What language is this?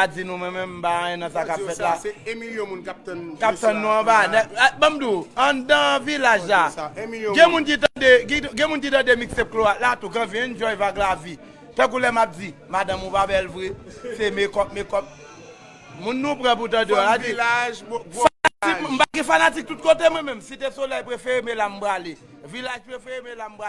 Haitian Creole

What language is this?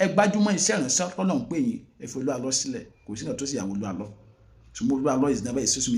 Yoruba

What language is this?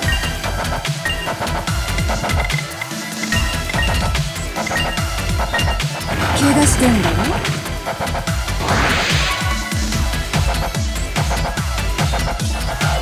Japanese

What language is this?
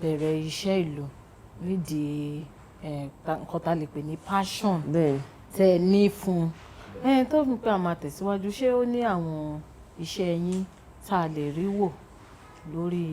Yoruba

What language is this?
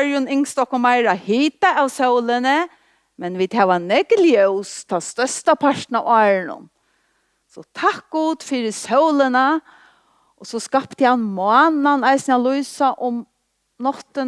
Faroese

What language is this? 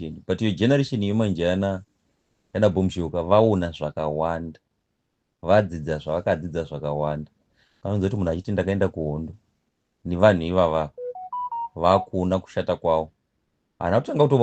Shona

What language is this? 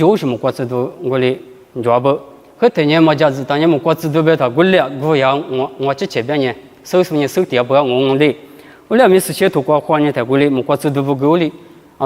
Lisu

